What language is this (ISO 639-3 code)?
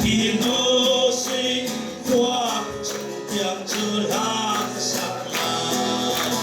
cnh